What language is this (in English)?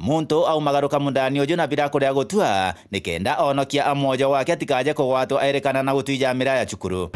Meru